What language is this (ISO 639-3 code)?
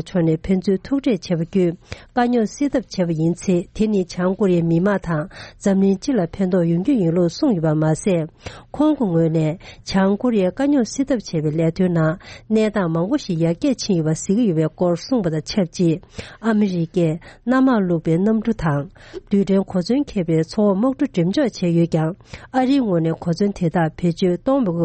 bod